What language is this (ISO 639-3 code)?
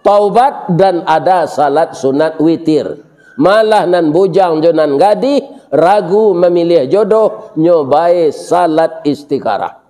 min